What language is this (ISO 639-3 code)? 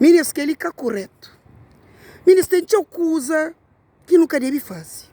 kea